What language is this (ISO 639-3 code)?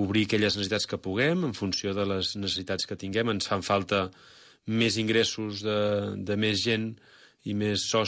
cat